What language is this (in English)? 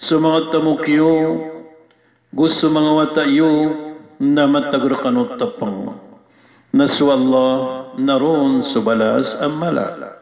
Maranao